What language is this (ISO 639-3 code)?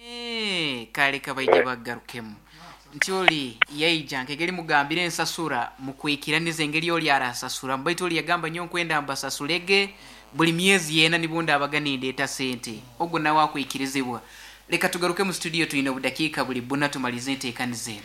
nyn